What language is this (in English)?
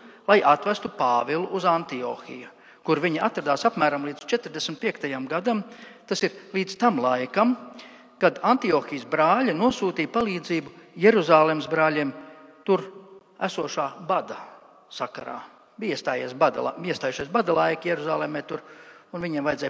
Latvian